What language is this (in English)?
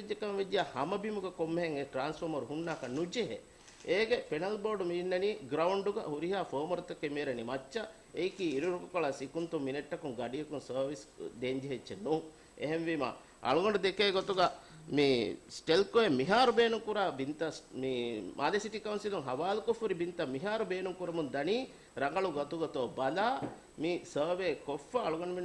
Divehi